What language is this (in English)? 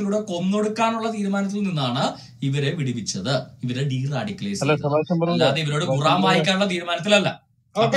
Malayalam